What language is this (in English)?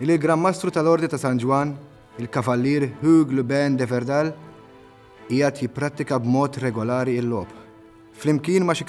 Maltese